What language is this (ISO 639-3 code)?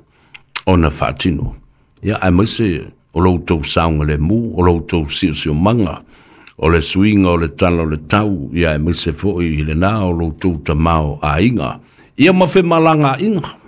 smo